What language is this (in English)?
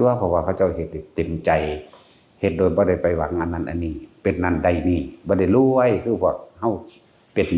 Lao